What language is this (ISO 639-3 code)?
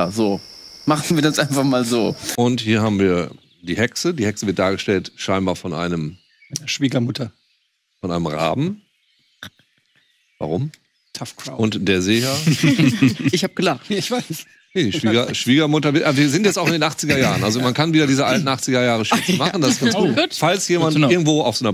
deu